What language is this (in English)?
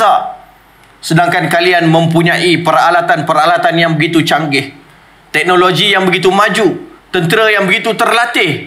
Malay